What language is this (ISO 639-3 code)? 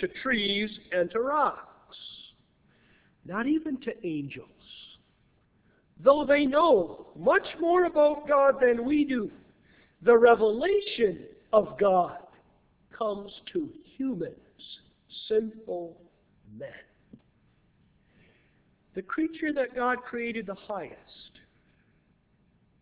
eng